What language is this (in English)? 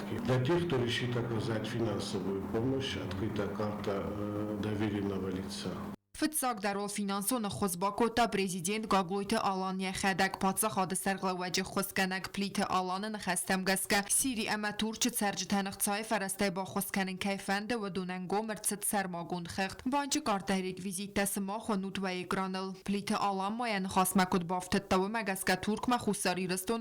Ossetic